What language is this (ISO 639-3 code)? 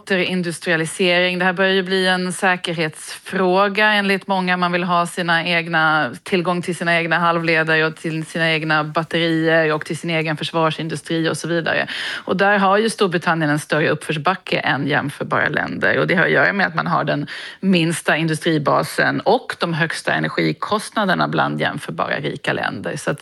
swe